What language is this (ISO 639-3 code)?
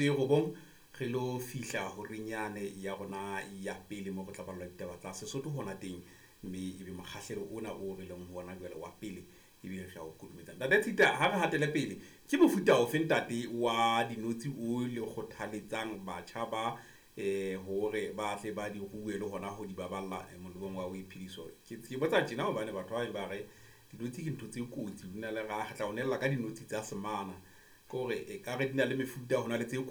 sot